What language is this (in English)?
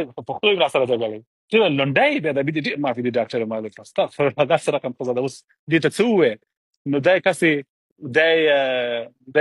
Pashto